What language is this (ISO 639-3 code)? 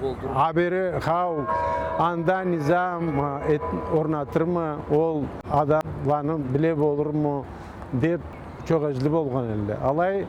krc